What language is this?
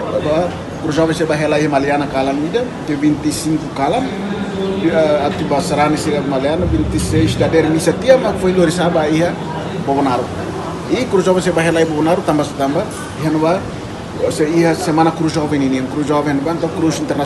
Tetum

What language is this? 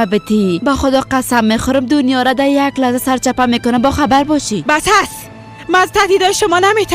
Persian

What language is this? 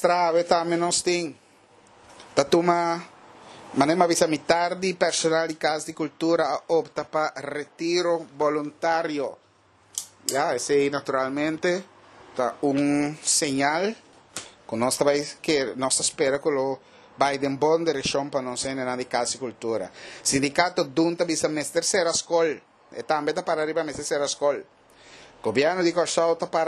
Papiamento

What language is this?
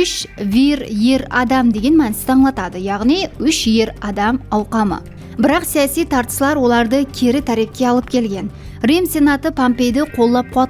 Kara-Kalpak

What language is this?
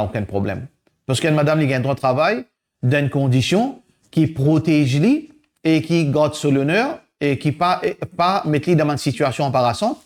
Morisyen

